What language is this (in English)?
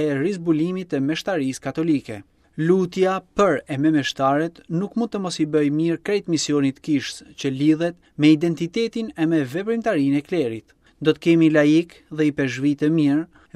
Albanian